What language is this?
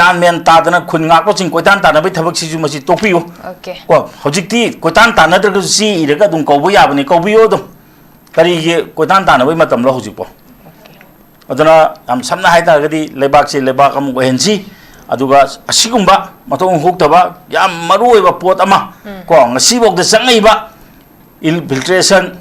Manipuri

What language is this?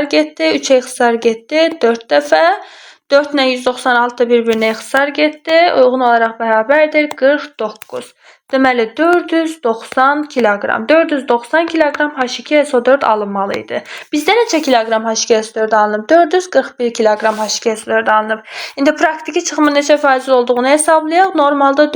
Azerbaijani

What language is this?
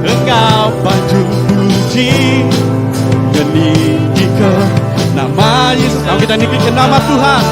Iban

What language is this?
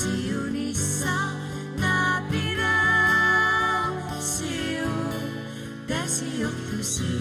Kalaallisut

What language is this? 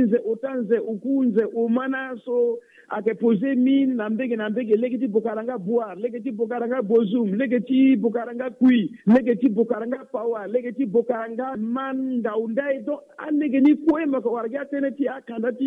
Sango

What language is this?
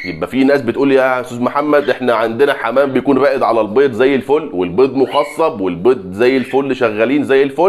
Egyptian Arabic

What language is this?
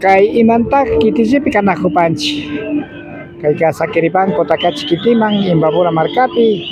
Imbabura Highland Quichua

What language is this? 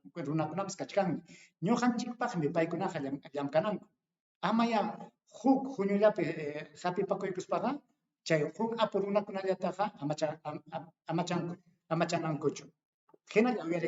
Ayacucho Quechua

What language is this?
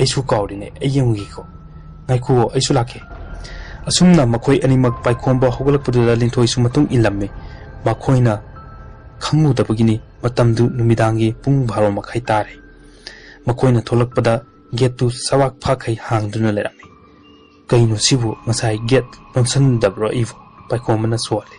Manipuri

